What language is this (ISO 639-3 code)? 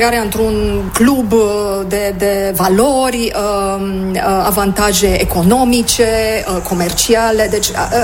ron